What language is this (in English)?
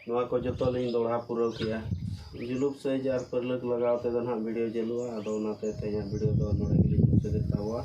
Santali